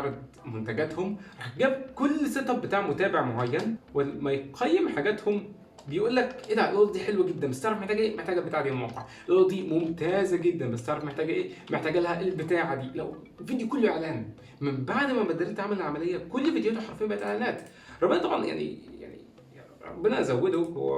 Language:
Egyptian Arabic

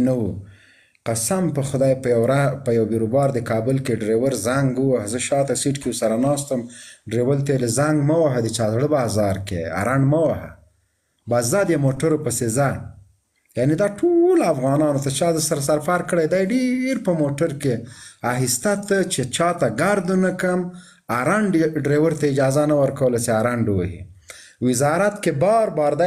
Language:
Pashto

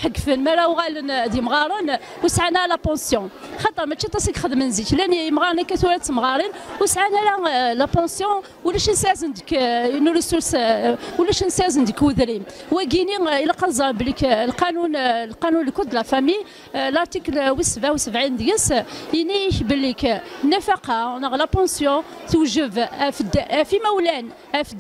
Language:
Kabyle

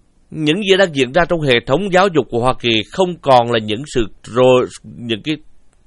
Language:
Vietnamese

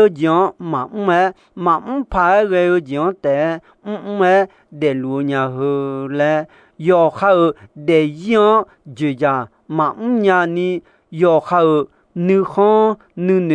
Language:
Akha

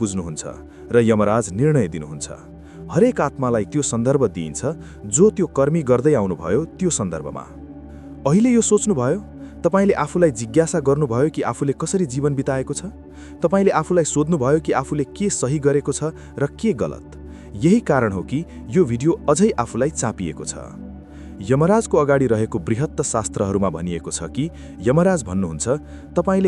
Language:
Nepali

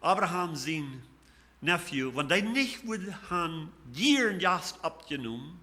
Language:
Plautdietsch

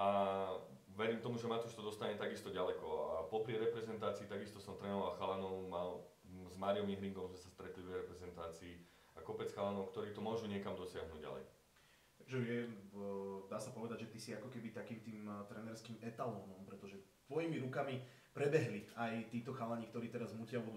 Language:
Slovak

